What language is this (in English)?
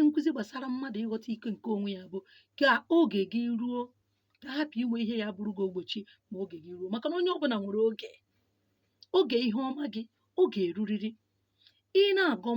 Igbo